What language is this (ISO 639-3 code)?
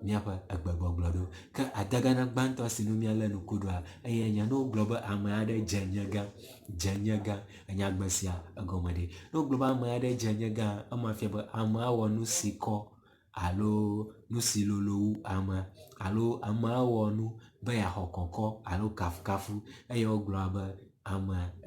ewe